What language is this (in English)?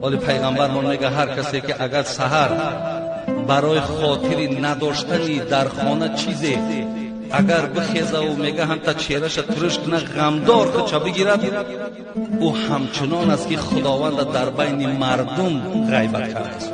Tajik